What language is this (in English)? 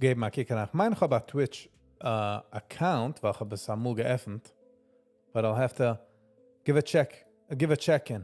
Yiddish